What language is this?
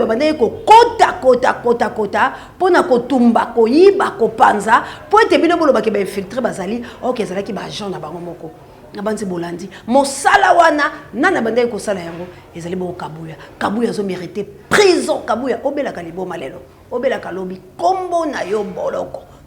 Lingala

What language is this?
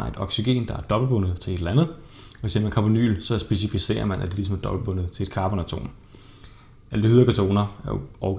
Danish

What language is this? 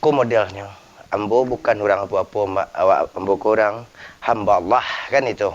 Minangkabau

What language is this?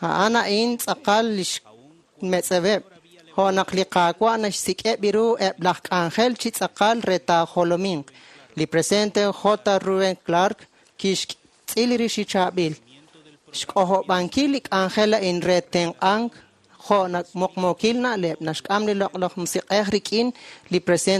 Kekchí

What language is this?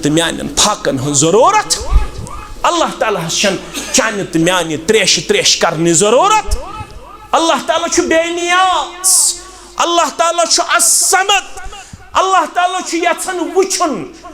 Kashmiri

